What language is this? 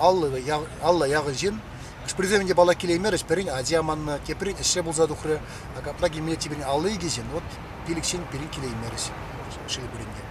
Chuvash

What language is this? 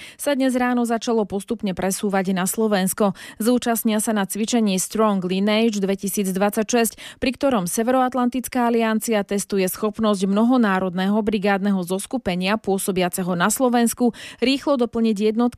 Slovak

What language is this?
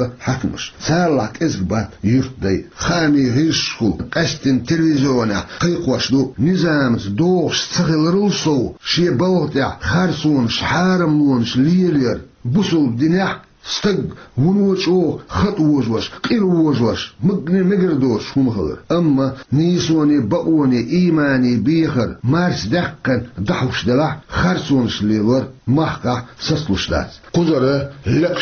Chechen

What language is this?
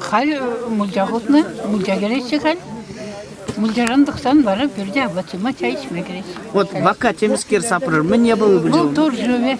Chuvash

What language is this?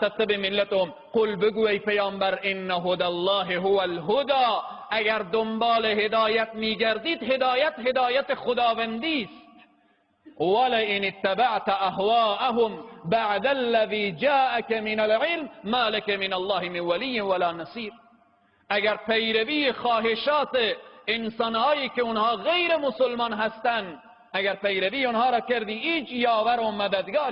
Persian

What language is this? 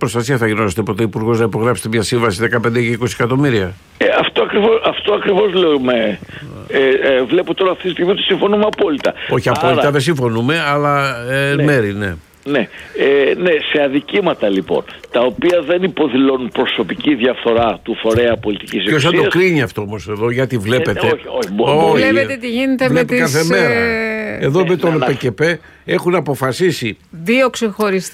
Greek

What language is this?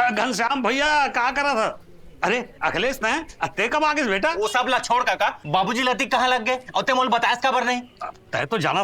Chhattisgarhi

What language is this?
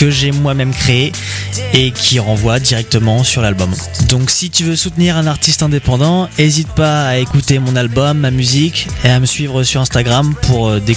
French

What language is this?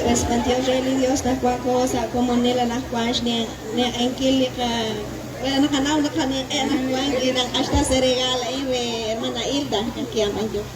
Kekchí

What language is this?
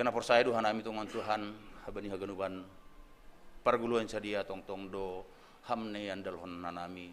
Batak Simalungun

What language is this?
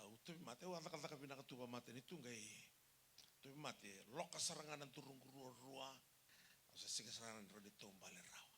Fijian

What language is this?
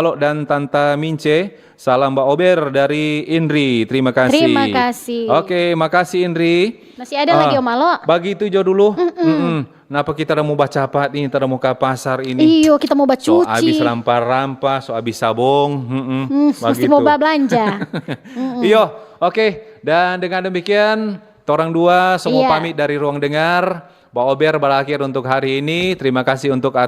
Manado Malay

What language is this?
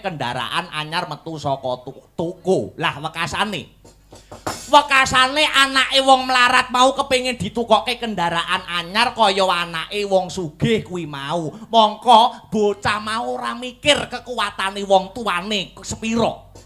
Javanese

